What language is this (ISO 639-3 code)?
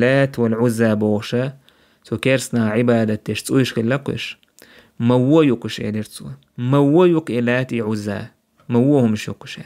che